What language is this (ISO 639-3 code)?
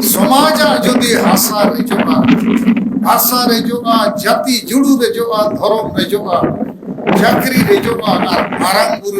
sat